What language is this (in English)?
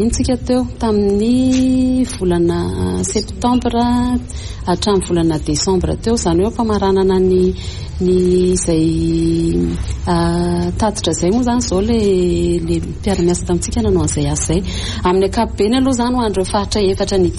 Malagasy